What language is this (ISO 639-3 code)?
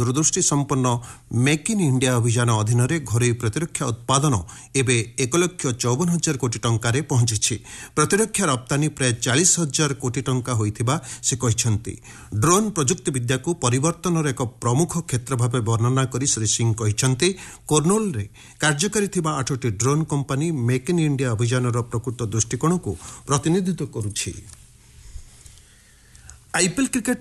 ori